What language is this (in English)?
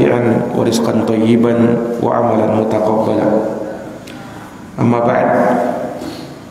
Indonesian